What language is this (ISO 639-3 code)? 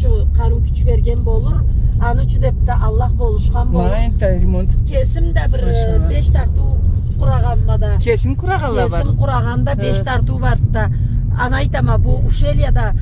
krc